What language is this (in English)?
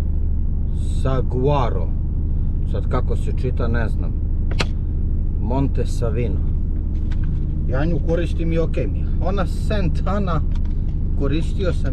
Serbian